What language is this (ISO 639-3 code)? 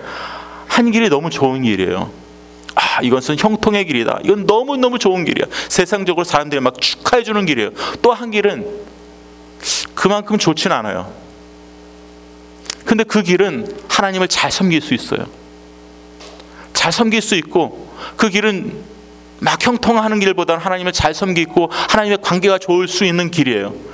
kor